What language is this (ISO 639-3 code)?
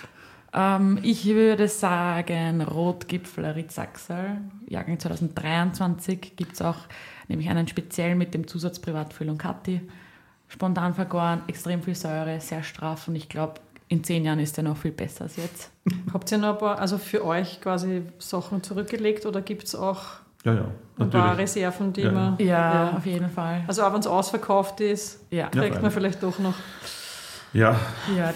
deu